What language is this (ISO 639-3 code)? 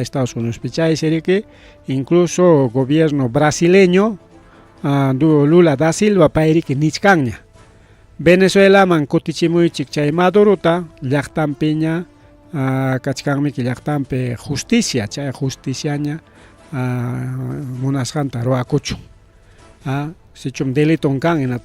quy